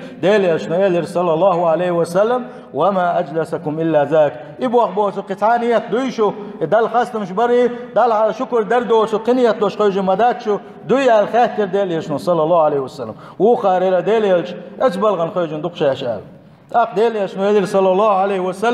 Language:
Chechen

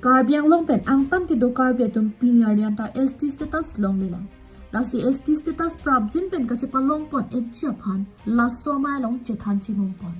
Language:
Karbi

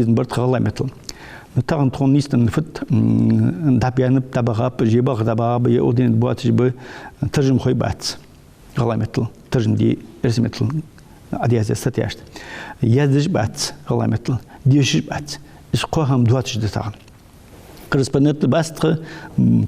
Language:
Ingush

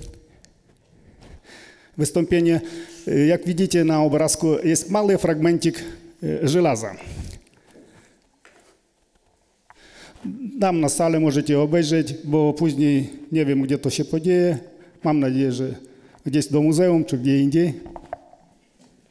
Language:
Polish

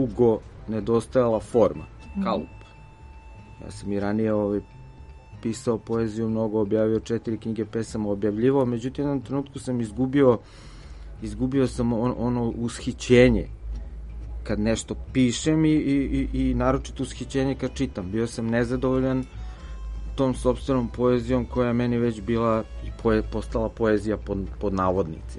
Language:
Serbian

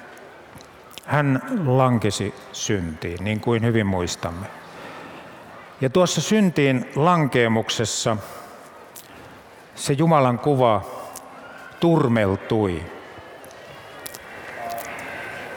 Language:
Finnish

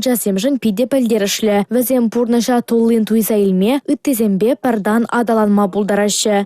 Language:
Chuvash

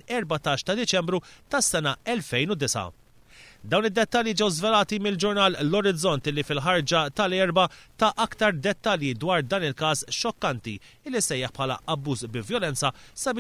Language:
Maltese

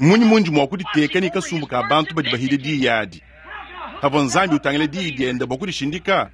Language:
Luba-Lulua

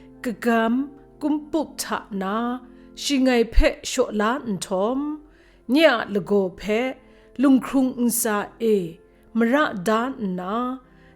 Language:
Kachin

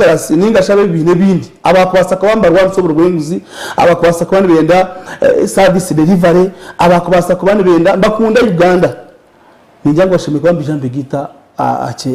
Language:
Nyankole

